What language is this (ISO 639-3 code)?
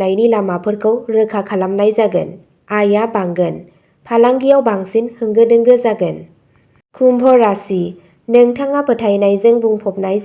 brx